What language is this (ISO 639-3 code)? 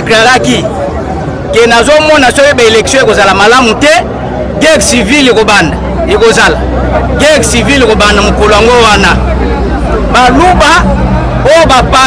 lin